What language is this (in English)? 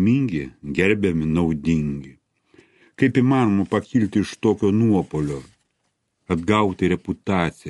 Lithuanian